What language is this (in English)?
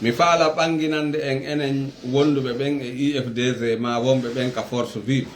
Fula